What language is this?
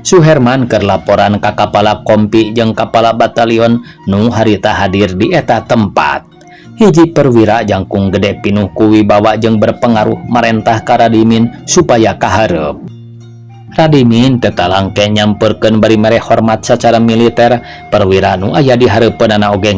Sundanese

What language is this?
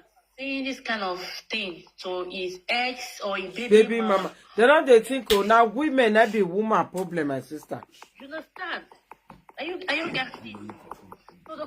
Nigerian Pidgin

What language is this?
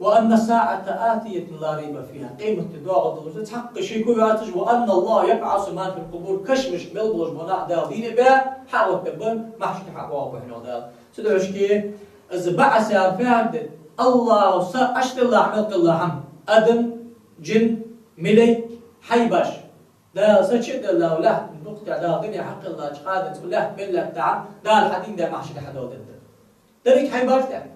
Ingush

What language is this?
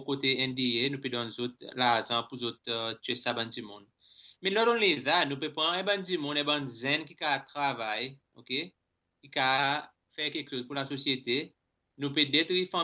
Seselwa Creole French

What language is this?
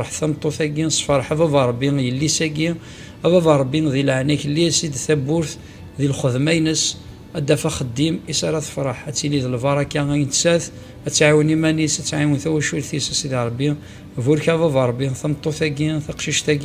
Kabyle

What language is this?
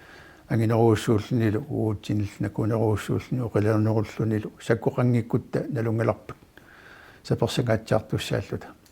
Kalaallisut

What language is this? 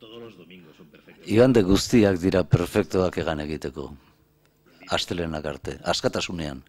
Basque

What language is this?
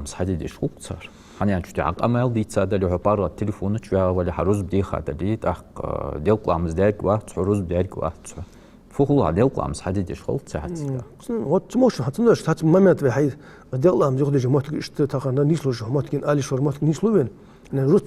Ingush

